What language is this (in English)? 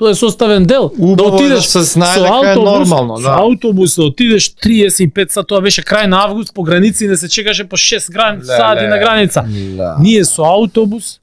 Macedonian